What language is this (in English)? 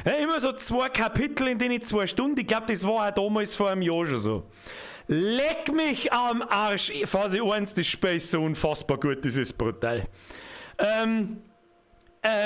Bavarian